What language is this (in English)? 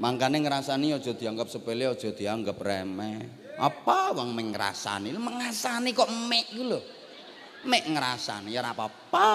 Javanese